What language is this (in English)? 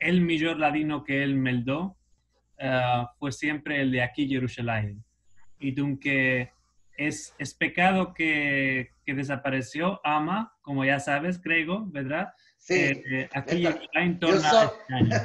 Ladino